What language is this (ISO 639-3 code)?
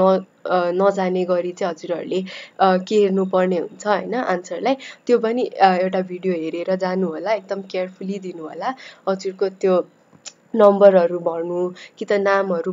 nep